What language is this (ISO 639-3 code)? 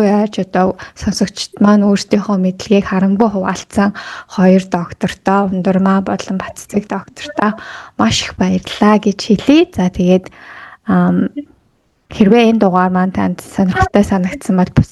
mon